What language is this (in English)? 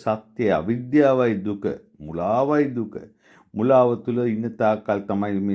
Sinhala